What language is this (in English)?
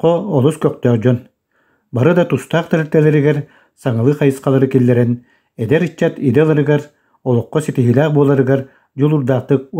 Yakut